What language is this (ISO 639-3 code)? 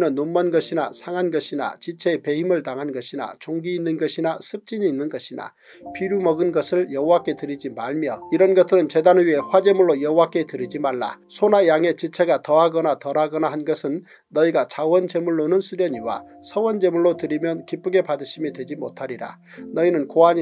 kor